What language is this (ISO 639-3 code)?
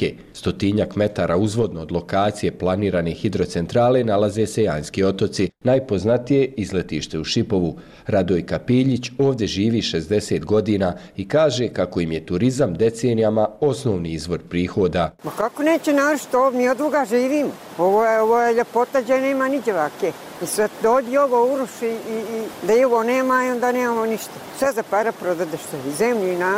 srp